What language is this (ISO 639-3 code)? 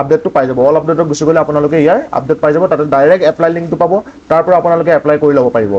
asm